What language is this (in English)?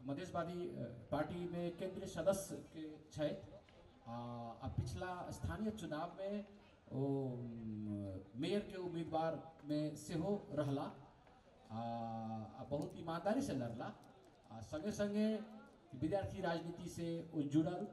Maithili